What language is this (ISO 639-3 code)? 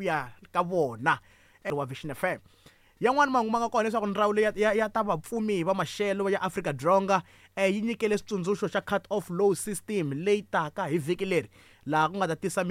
tso